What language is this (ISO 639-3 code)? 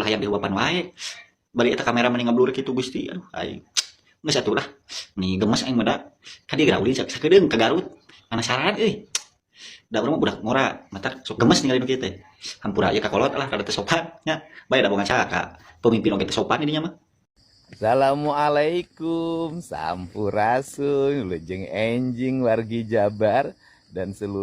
sun